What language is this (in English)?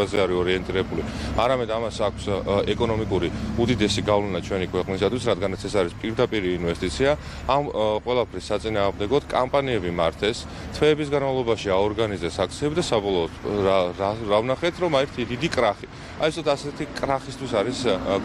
Georgian